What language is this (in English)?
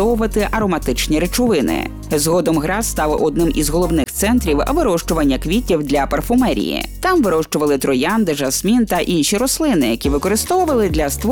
Ukrainian